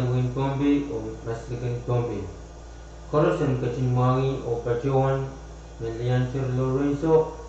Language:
Pohnpeian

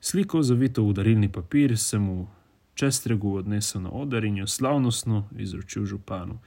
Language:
Slovenian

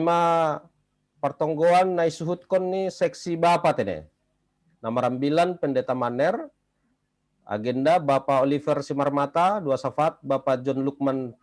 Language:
Batak Simalungun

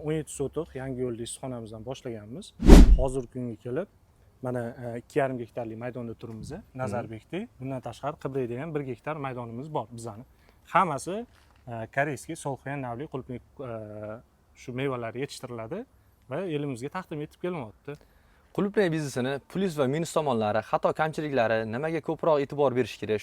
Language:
Uzbek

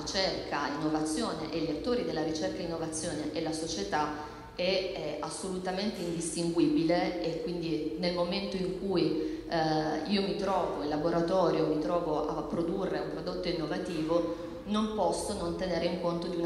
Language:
Italian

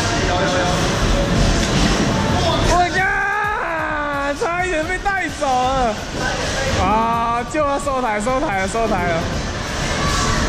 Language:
Chinese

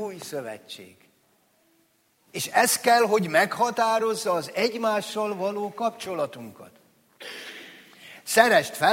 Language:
Hungarian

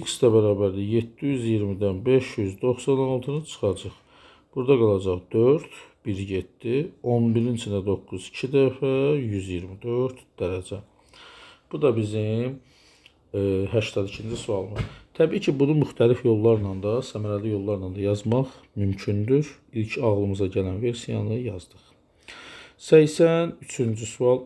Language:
Azerbaijani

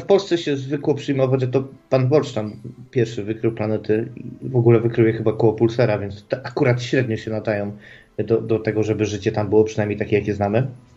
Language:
Polish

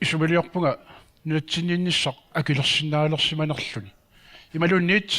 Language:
Kalaallisut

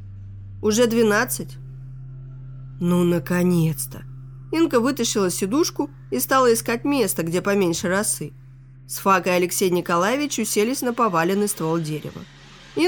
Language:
Russian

